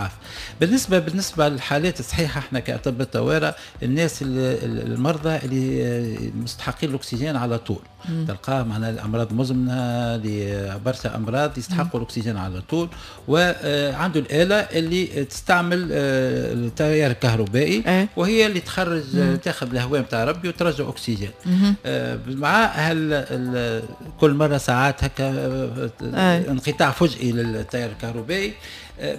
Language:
Tunisian Arabic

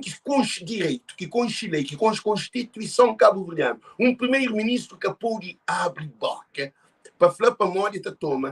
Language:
Kabuverdianu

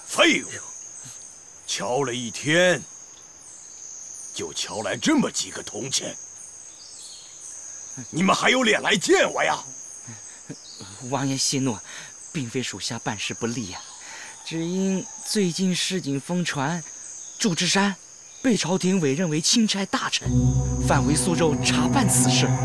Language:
Chinese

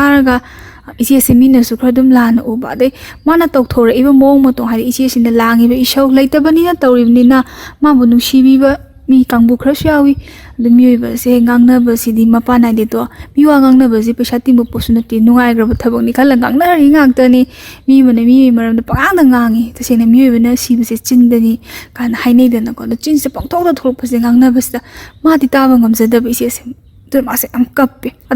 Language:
Manipuri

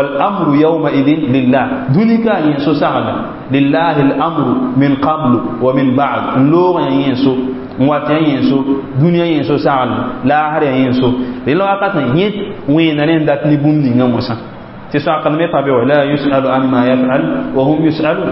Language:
Mossi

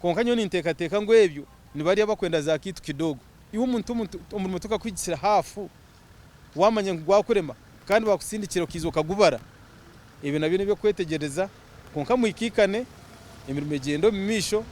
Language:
Nyankole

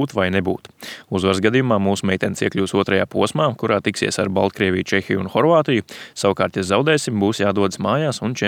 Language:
Latvian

